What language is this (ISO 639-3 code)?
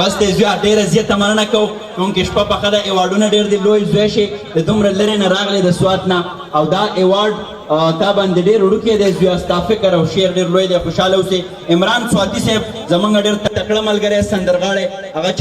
pus